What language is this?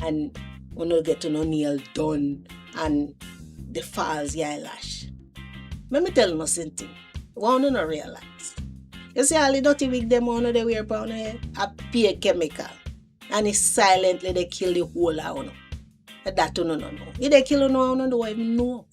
Jamaican Creole English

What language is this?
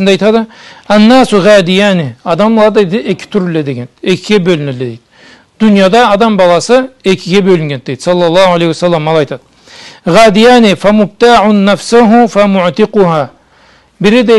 Karachay-Balkar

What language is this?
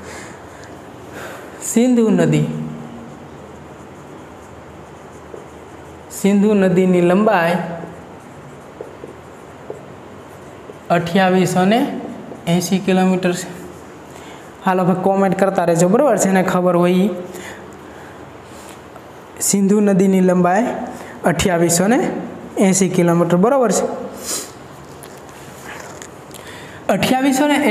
Gujarati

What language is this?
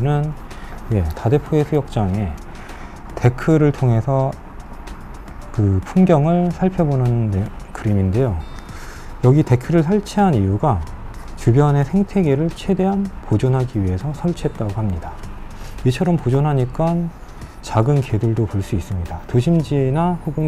Korean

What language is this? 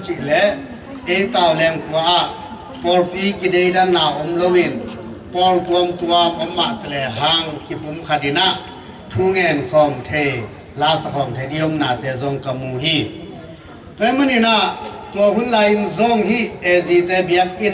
Tedim Chin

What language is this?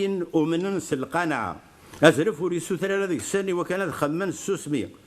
Kabyle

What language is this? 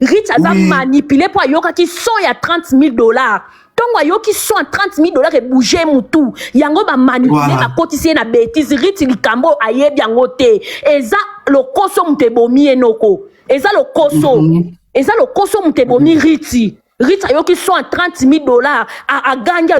Lingala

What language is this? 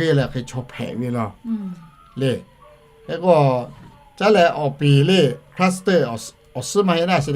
Lahu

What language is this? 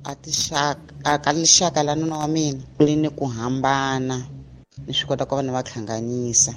Tsonga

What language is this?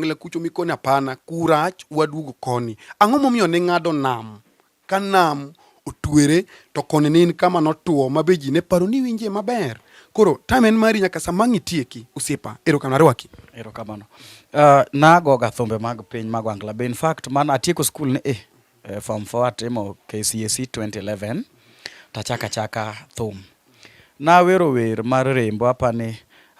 Luo (Kenya and Tanzania)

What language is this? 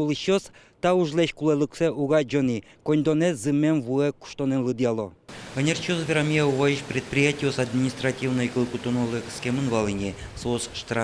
Udmurt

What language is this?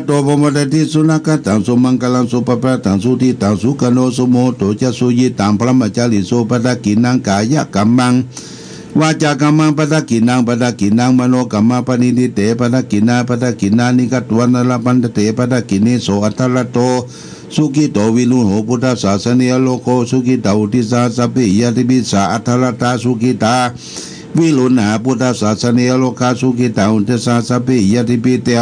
Pali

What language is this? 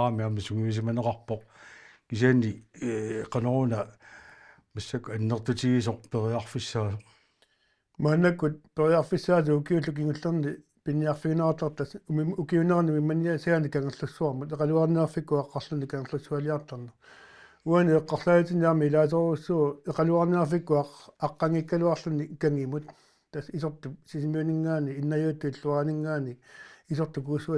Kalaallisut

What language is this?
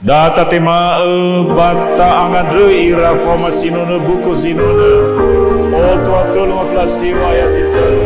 Nias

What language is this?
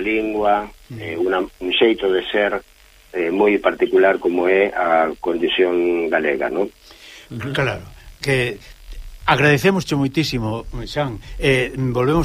Galician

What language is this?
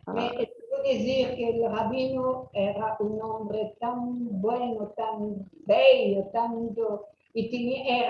Ladino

